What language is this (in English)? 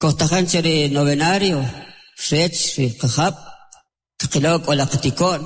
Kʼicheʼ